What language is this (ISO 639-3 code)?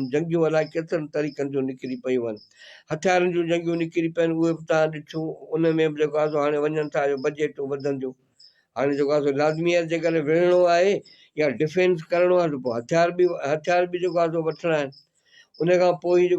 snd